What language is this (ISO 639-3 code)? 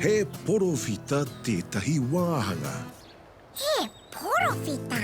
mri